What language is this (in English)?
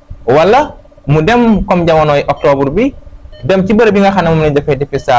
Wolof